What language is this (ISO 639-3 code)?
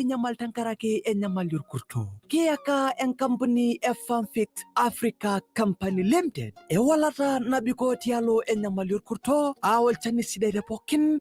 mas